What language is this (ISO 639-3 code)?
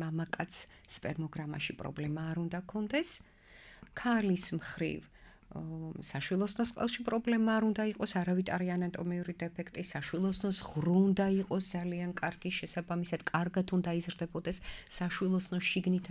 kat